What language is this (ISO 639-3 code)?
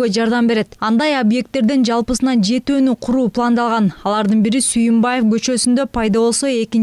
kir